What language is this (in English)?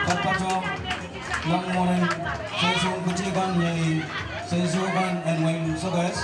Pohnpeian